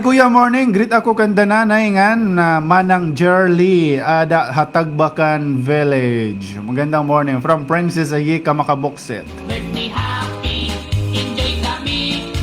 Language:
Waray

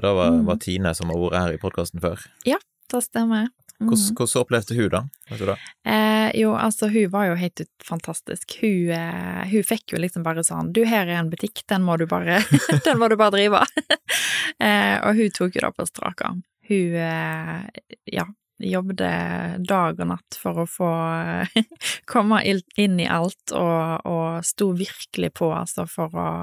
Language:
Norwegian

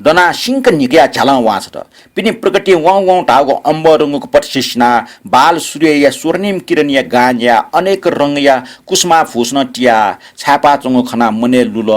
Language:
Newari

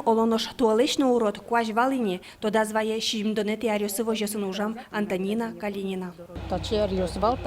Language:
Udmurt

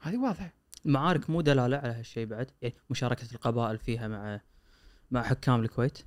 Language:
Gulf Arabic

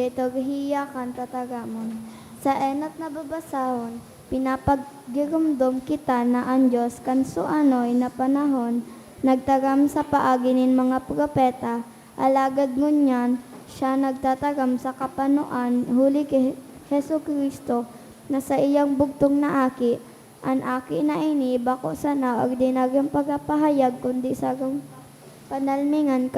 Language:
Bikol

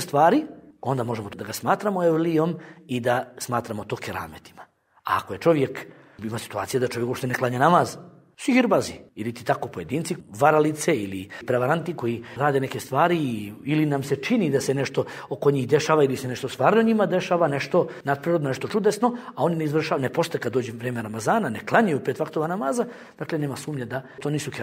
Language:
Bosnian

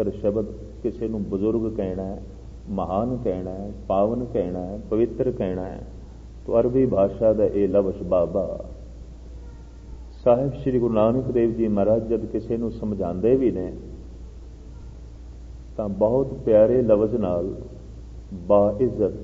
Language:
Punjabi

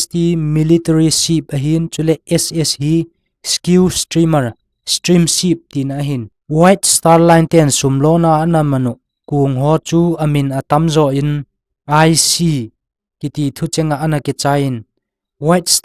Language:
Thado Chin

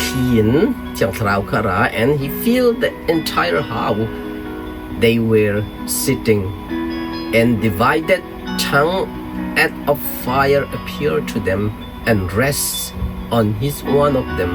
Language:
Hakha Chin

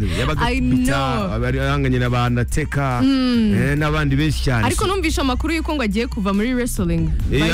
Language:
Kinyarwanda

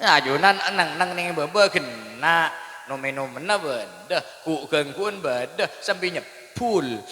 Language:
Madurese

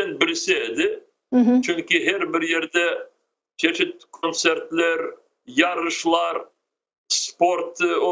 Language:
Crimean Tatar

